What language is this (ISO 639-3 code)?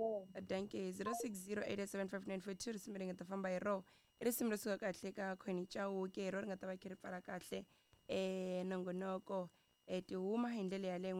tso